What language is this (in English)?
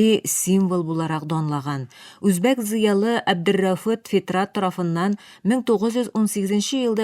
Tatar